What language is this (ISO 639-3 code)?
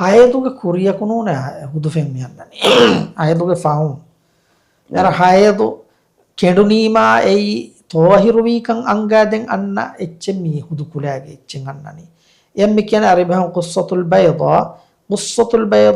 div